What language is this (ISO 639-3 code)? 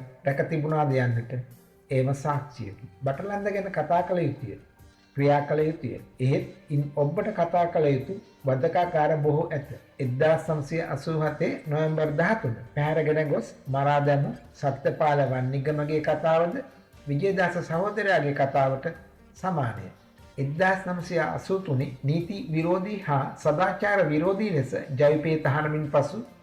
sin